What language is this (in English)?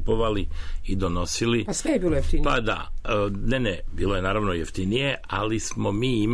Serbian